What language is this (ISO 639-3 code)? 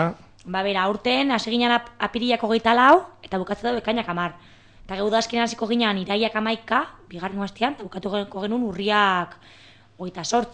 eus